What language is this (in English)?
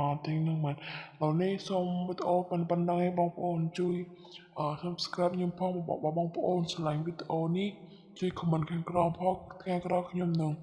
Khmer